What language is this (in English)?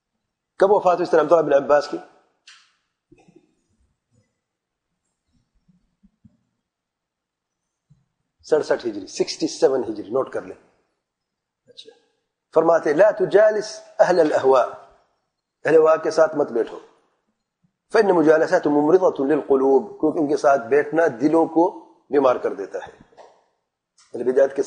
Urdu